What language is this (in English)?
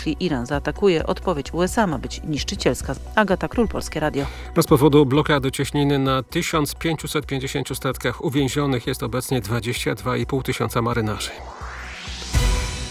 Polish